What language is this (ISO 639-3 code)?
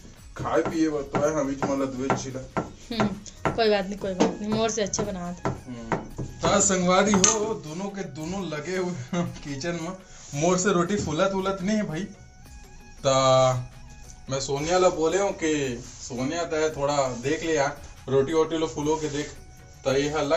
hne